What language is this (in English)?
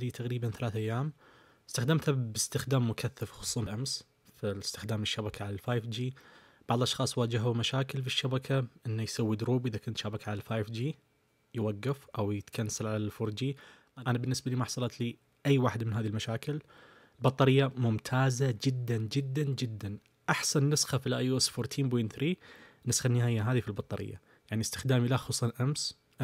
Najdi Arabic